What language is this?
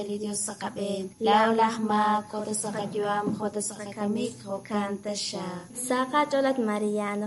Kekchí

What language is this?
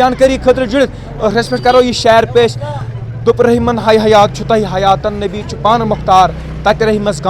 Kashmiri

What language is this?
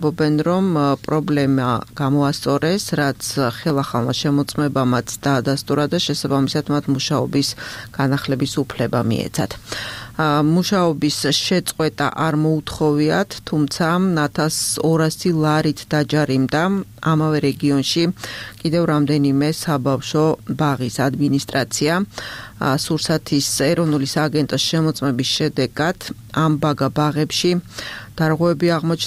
Georgian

